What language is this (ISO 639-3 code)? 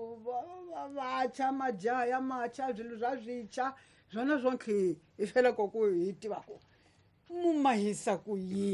tso